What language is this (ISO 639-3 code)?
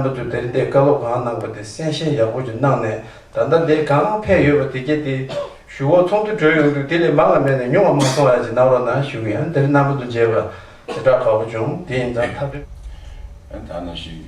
bod